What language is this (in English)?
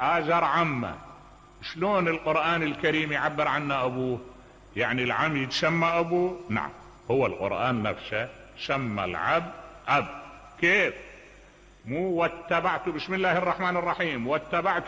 Mesopotamian Arabic